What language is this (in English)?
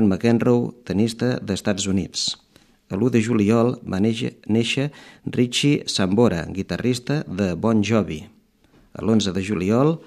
Catalan